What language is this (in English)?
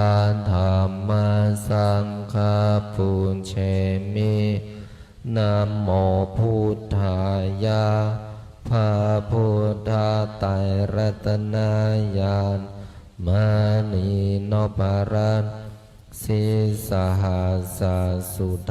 Pali